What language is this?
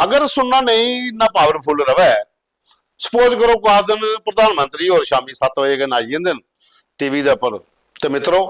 Dogri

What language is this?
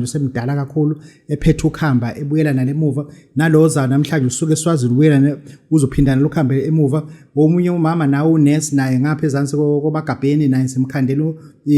Zulu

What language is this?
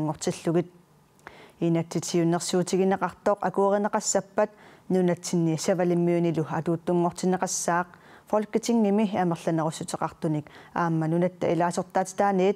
Kalaallisut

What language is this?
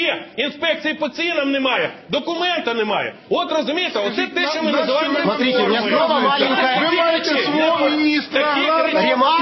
Ukrainian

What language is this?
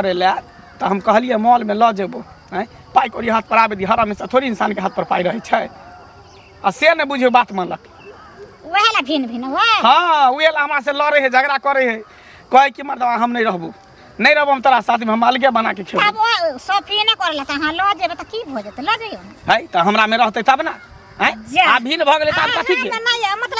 Maithili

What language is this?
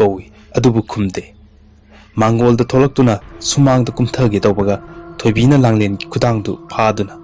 Manipuri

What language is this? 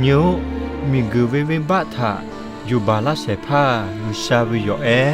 Lahu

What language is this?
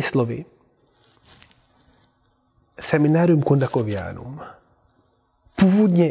Czech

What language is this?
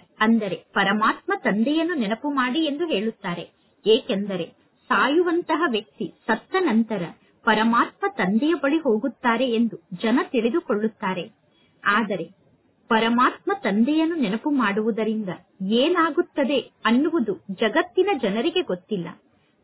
Kannada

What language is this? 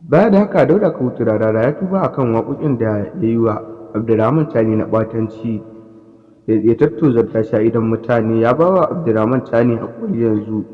Hausa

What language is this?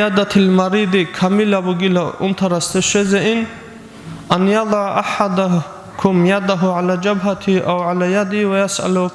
Avaric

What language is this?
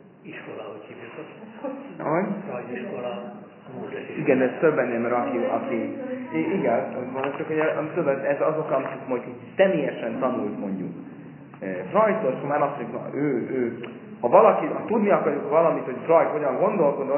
Hungarian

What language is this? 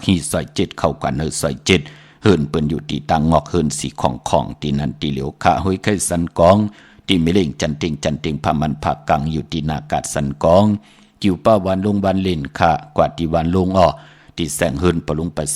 Shan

